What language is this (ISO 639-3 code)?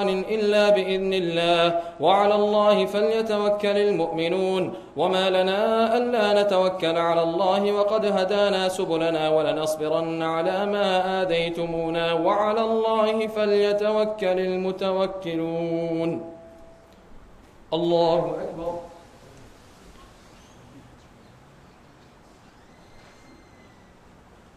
ara